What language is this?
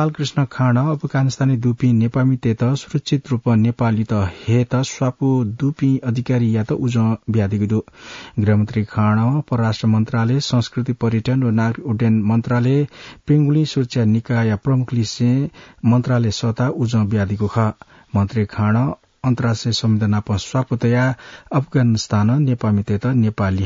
Newari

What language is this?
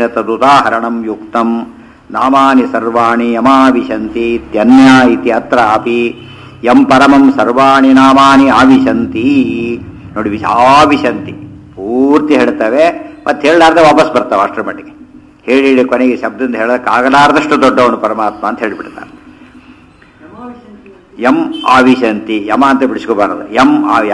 Kannada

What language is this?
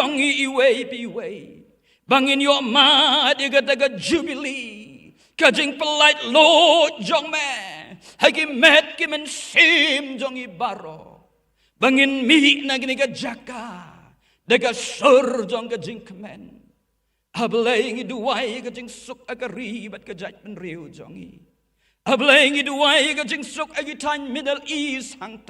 Khasi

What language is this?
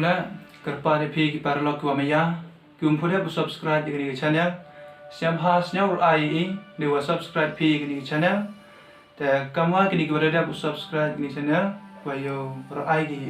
Pnar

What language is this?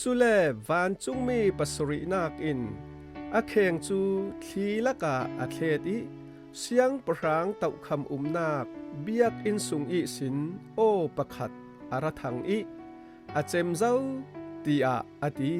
Falam Chin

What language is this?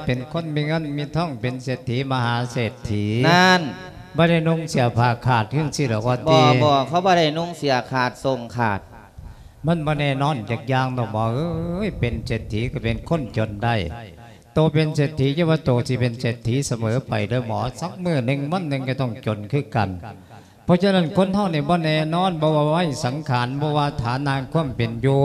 Lao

